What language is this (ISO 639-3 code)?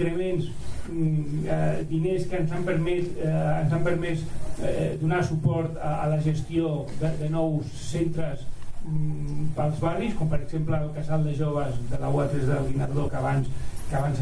cat